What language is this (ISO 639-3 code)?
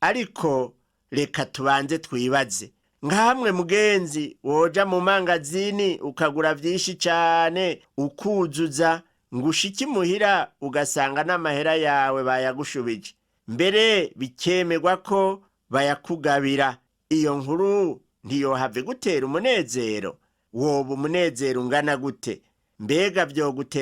run